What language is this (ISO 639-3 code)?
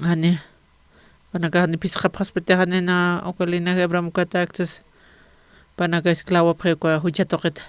aym